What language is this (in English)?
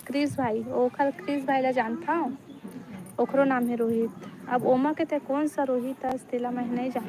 Chhattisgarhi